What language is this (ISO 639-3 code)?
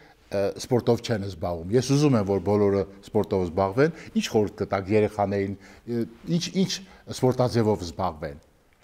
hye